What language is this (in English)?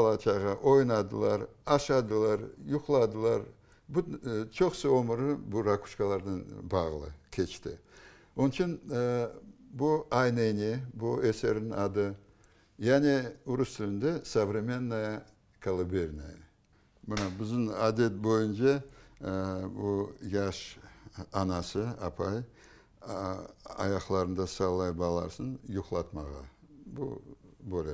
Crimean Tatar